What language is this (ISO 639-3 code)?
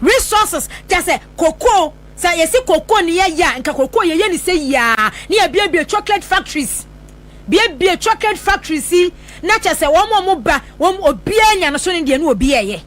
aka